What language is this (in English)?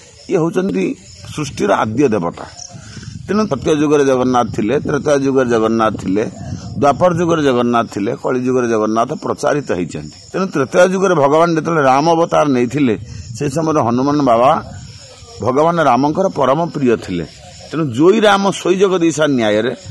Odia